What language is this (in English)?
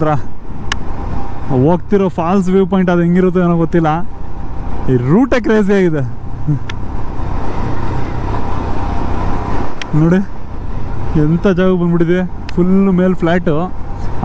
Kannada